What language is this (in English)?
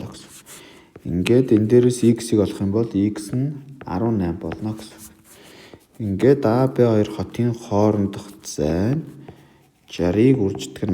Mongolian